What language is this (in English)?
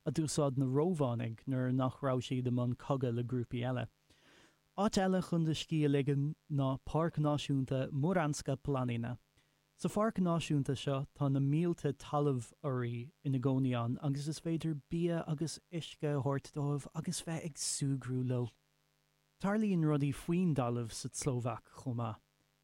Irish